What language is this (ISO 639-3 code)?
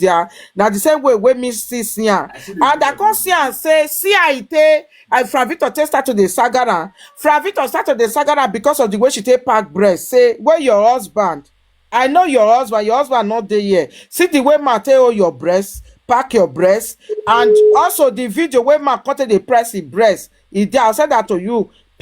pcm